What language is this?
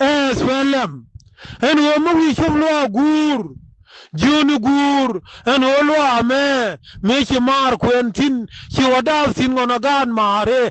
Nuer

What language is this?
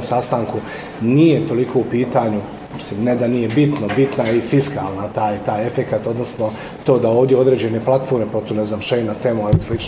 Bosnian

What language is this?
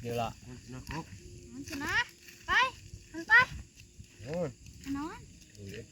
Sundanese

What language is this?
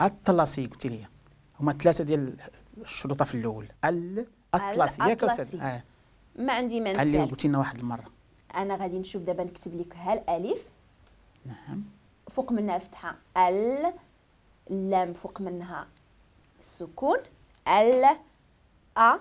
Moroccan Arabic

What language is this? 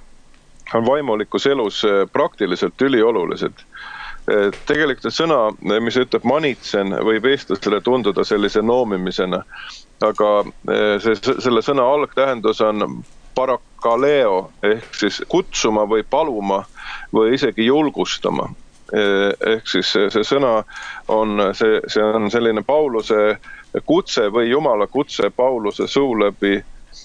Estonian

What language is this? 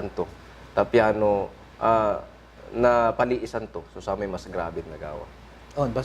Pangasinan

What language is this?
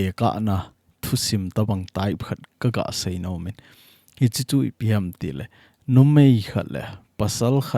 Thado Chin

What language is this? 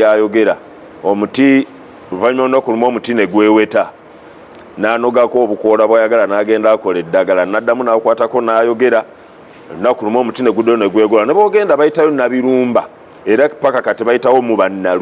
Ganda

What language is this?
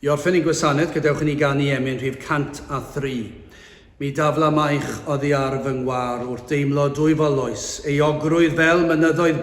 Welsh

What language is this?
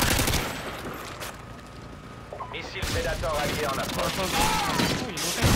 French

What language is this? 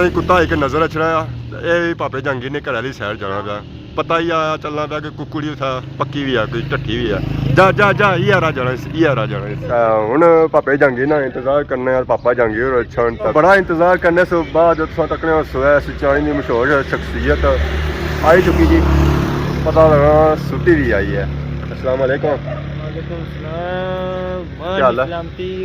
Pahari-Potwari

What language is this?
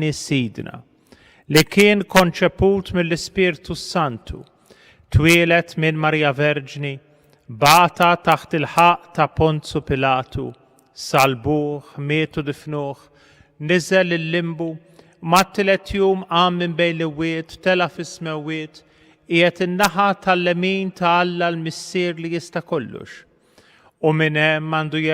Maltese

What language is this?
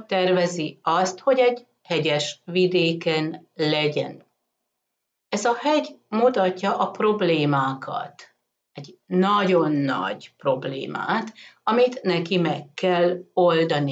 Hungarian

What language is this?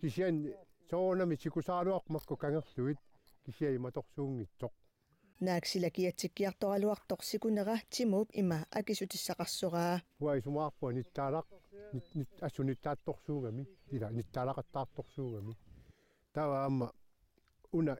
Kalaallisut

